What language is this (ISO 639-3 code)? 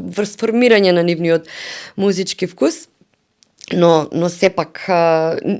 mkd